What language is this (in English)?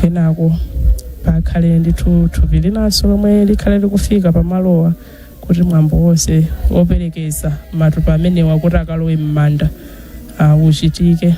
Nyanja